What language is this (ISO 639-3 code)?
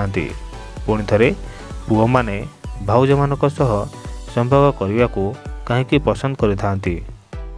ori